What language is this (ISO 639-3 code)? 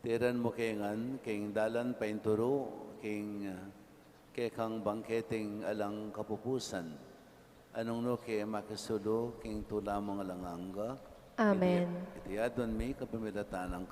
pam